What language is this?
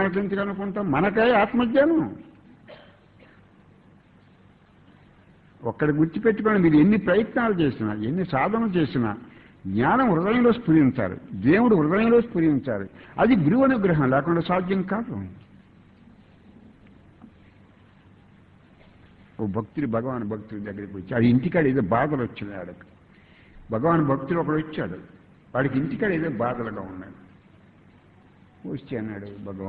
Telugu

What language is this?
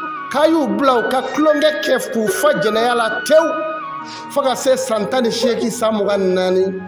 Bambara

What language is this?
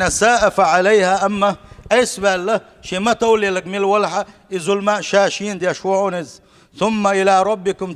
Chechen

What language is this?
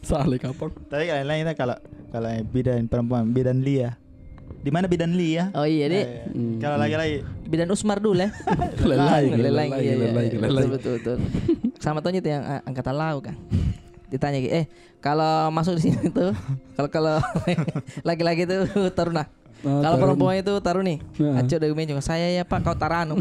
Makassar Malay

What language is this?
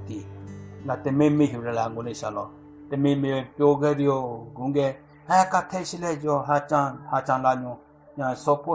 Southern Rengma Naga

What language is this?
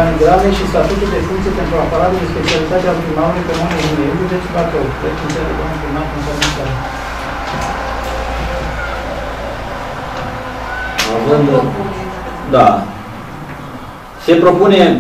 Romanian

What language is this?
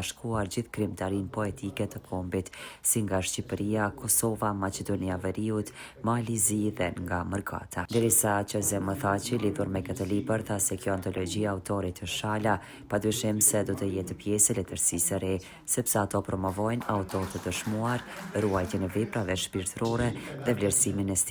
Albanian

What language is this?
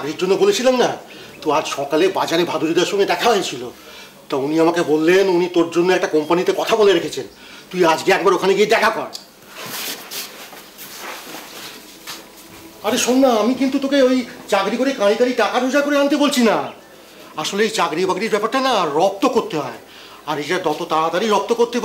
Bangla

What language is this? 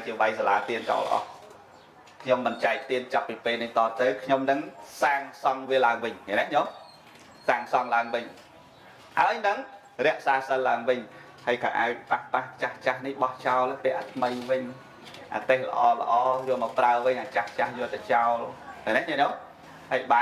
Khmer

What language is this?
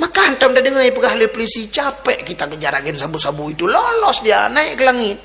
Achinese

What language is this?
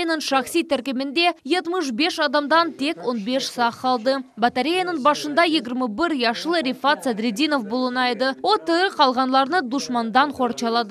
Crimean Tatar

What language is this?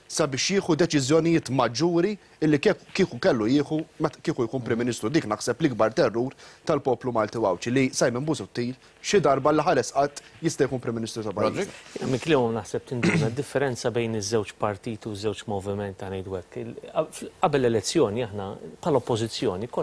Maltese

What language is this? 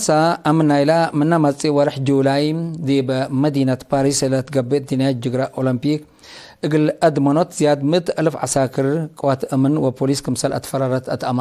Tigre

